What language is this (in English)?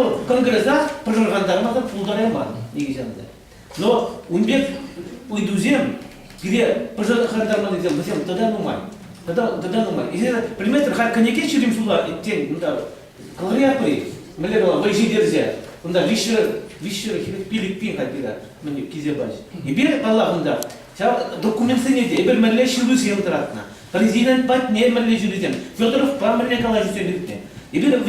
Chuvash